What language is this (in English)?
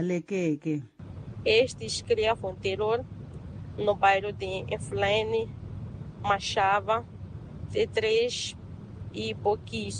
Tsonga